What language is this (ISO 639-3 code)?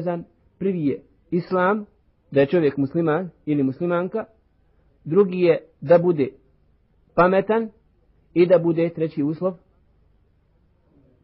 bos